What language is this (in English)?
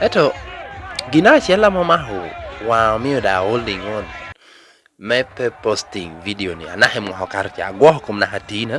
Lango (Uganda)